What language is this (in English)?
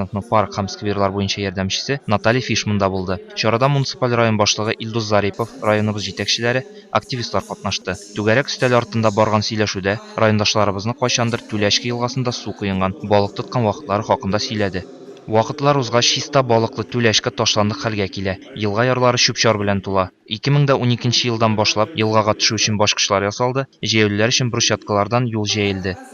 Tatar